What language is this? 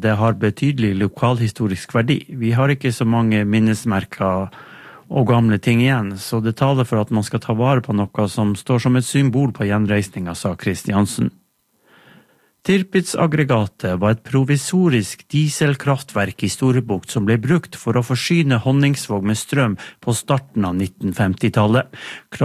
Norwegian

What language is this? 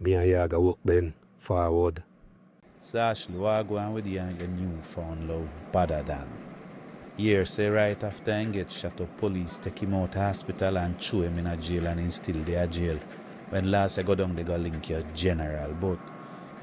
Jamaican Creole English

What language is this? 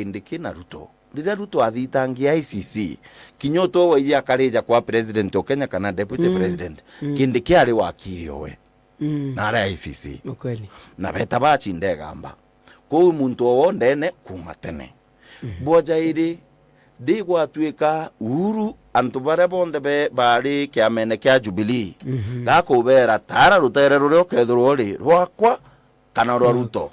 Meru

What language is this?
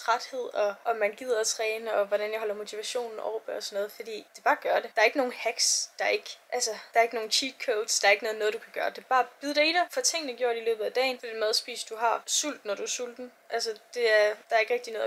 Danish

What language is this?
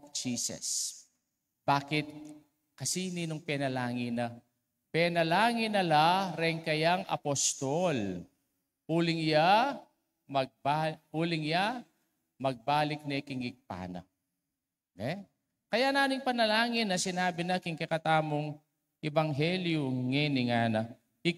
Pampanga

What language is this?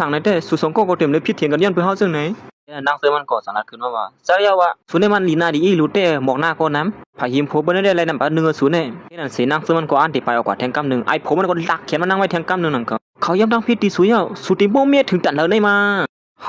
Shan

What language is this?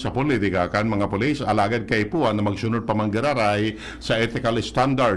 Bikol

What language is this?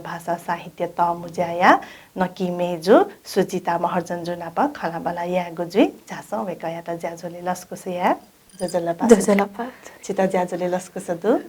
Newari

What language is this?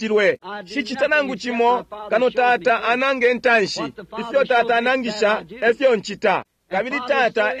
Bemba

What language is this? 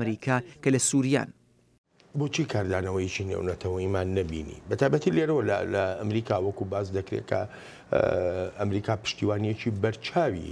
Central Kurdish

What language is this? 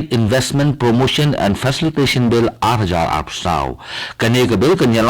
Khasi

